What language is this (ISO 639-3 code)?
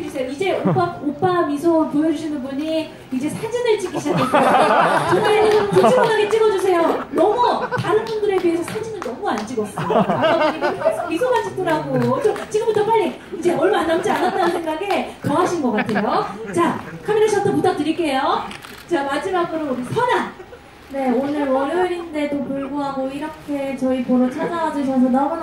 kor